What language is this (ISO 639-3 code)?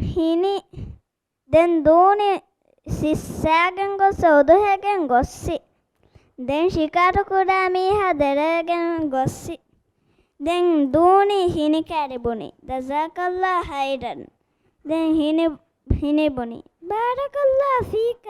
div